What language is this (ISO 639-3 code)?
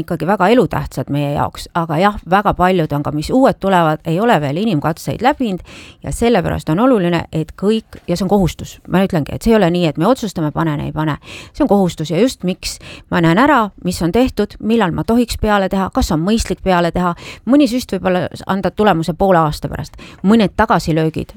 est